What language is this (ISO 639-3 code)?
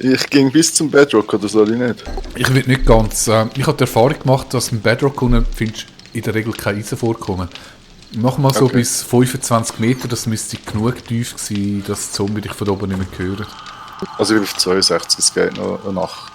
gsw